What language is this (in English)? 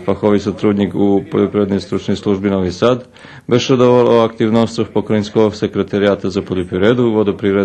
Rusyn